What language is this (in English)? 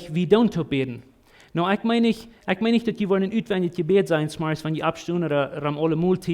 Plautdietsch